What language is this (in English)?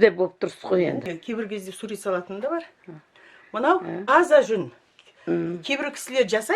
Kazakh